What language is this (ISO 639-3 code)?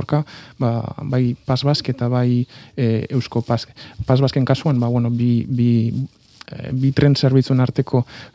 eus